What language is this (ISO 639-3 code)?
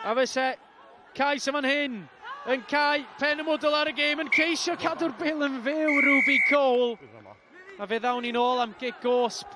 cym